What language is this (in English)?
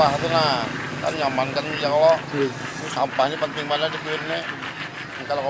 Banjar